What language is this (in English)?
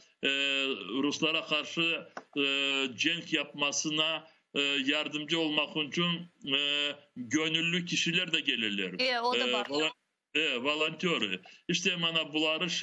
Crimean Tatar